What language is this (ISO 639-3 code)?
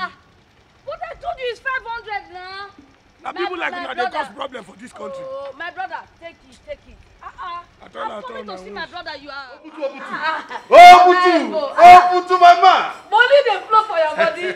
pcm